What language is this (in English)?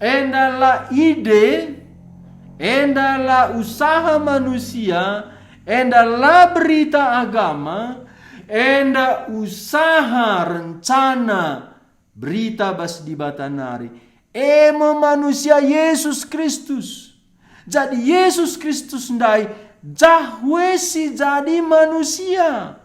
Batak Karo